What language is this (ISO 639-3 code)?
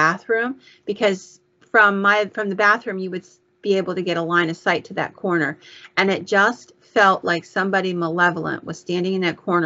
eng